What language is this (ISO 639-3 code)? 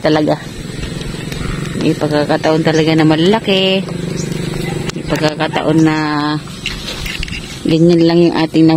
fil